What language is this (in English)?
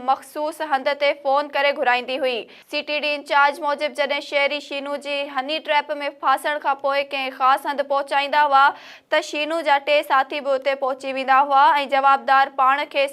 Sindhi